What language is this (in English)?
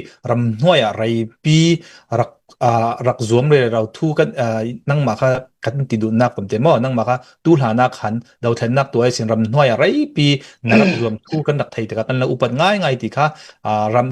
Hakha Chin